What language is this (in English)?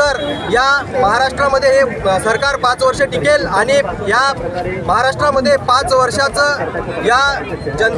Marathi